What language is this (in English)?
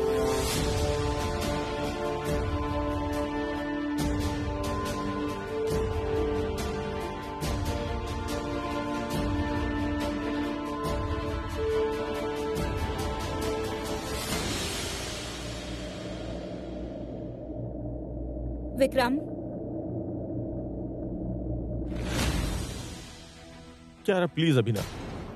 Bhojpuri